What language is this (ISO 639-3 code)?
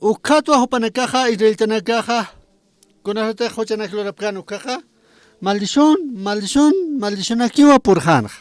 aym